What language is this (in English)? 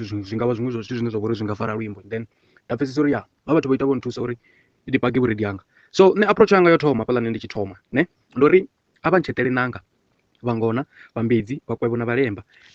Venda